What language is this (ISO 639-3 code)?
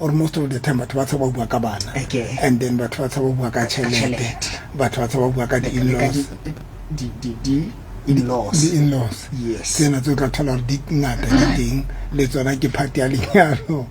sot